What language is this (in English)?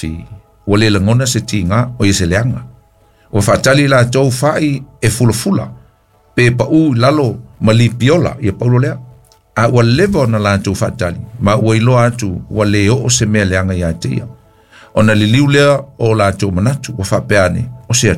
Samoan